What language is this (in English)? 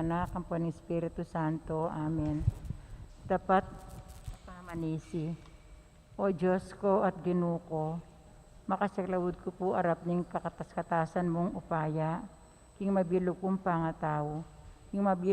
Pampanga